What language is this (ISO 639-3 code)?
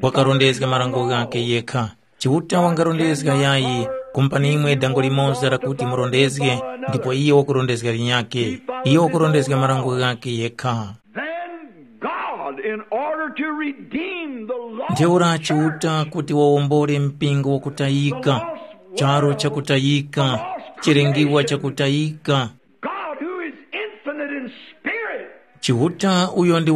tum